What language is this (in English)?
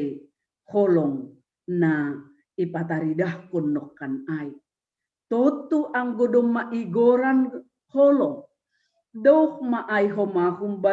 Batak Simalungun